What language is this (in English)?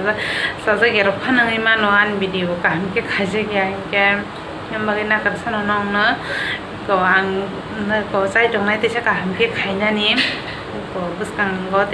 Kok Borok